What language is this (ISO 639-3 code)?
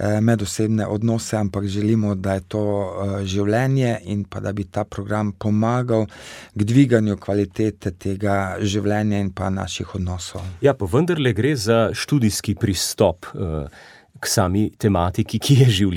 slv